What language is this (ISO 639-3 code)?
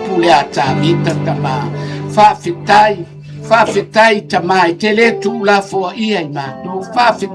smo